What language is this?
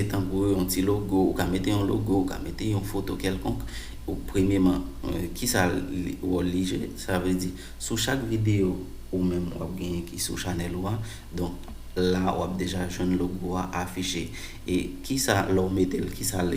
Haitian Creole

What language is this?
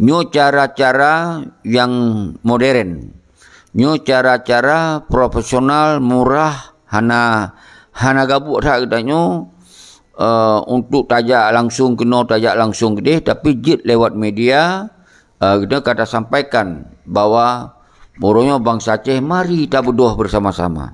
Achinese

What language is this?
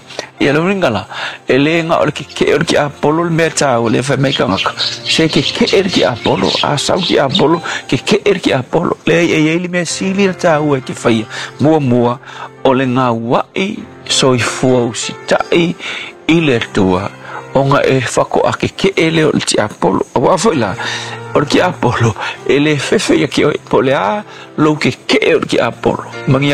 Samoan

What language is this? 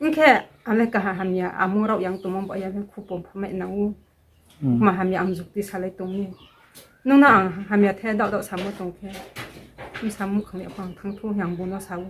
Riang (India)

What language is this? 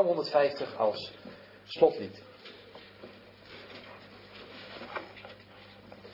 Dutch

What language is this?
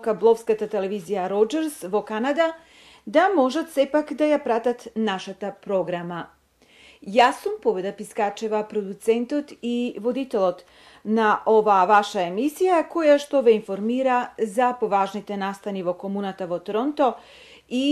Macedonian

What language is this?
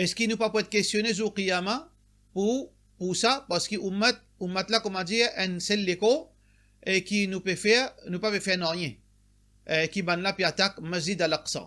Morisyen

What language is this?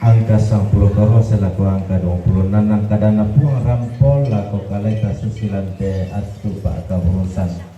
Toraja-Sa'dan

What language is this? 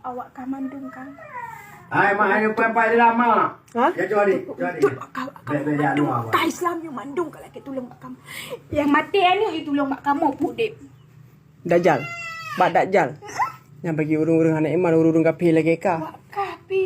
Achinese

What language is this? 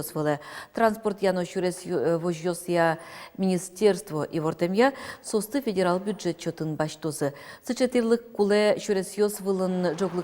Udmurt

